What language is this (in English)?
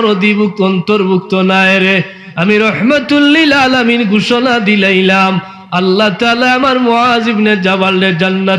Sylheti